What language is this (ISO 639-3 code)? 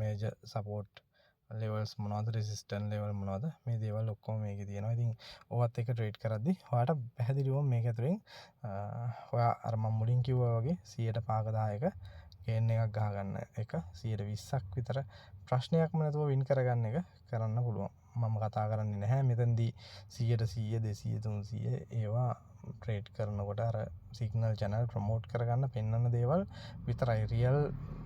sin